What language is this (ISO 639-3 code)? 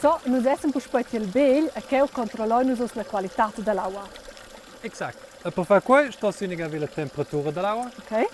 roh